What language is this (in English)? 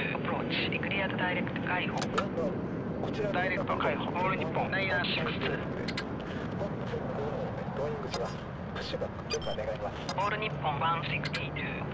Japanese